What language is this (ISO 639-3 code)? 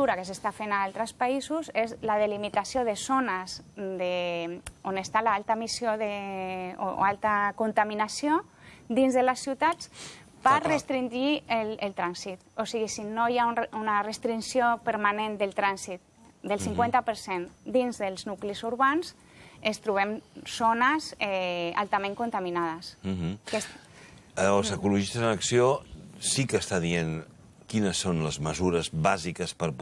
cat